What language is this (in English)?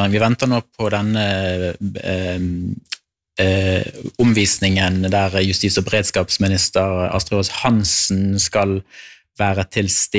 Norwegian